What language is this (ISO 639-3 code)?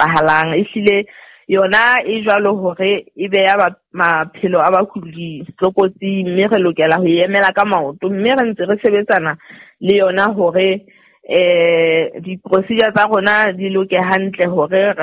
sot